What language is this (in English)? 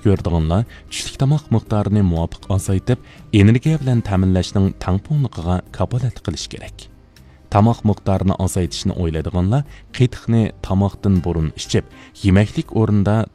Uyghur